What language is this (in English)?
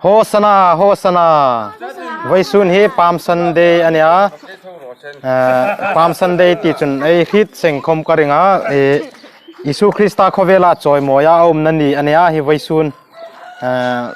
Hmar